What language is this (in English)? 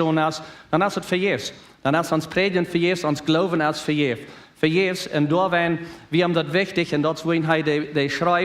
Plautdietsch